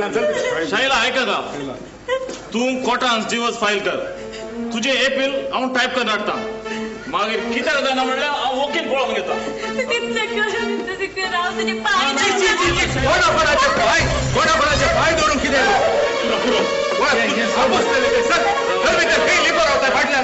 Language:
Konkani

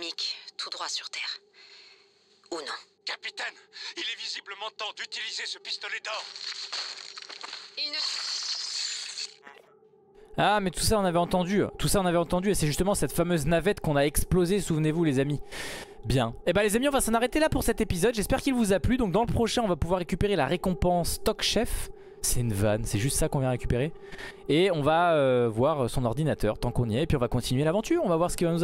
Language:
French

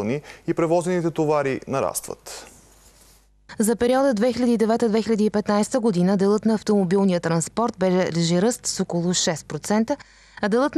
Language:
Bulgarian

